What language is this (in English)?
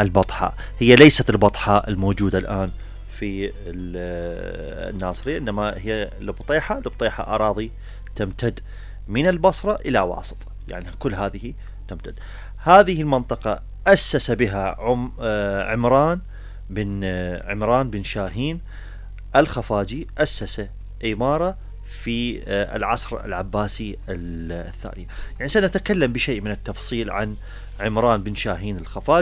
Mesopotamian Arabic